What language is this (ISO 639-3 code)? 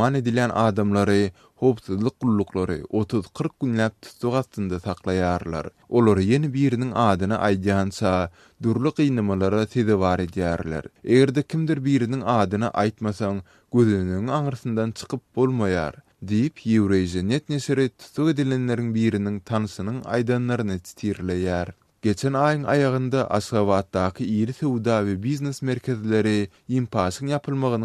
tuk